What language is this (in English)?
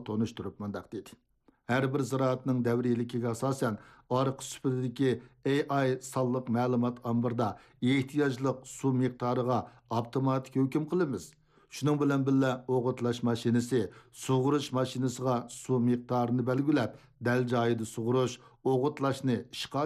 Uyghur